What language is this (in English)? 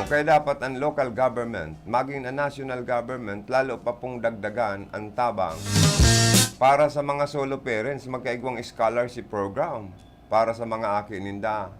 Bikol